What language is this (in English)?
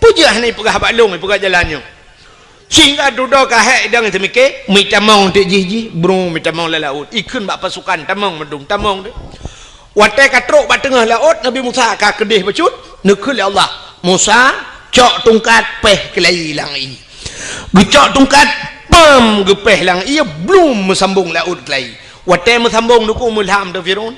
Achinese